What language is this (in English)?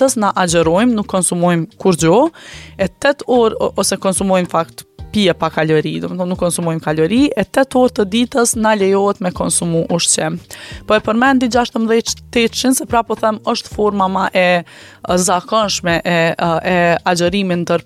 Albanian